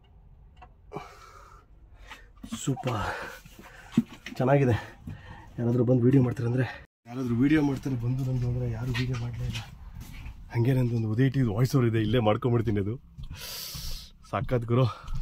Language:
Kannada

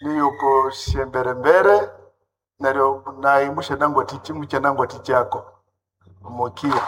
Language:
Nande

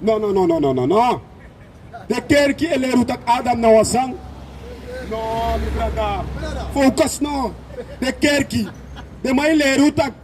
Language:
Sranan Tongo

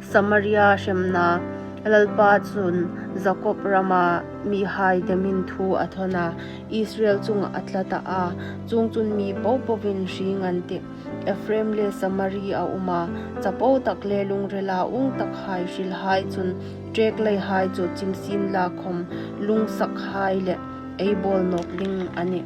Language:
Hmar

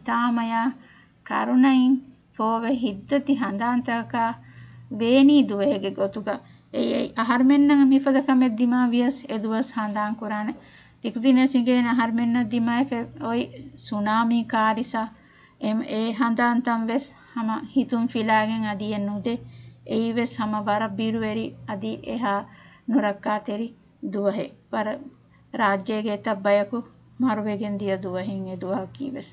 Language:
Divehi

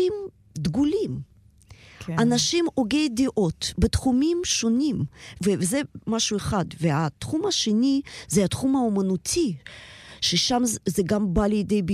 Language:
Hebrew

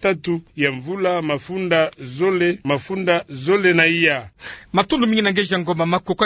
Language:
Kituba (Democratic Republic of Congo)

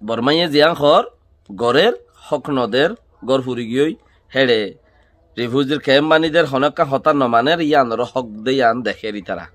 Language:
Rohingya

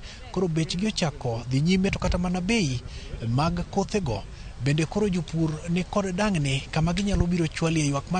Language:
Luo (Kenya and Tanzania)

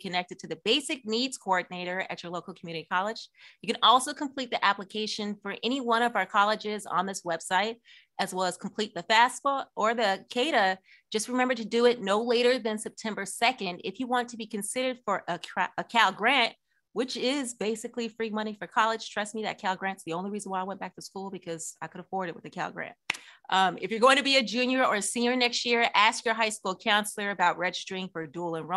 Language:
English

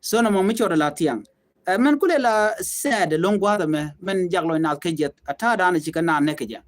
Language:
Nuer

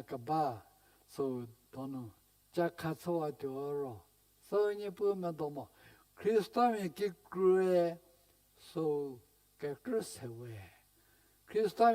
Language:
Angami Naga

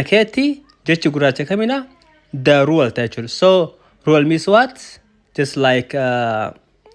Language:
Oromo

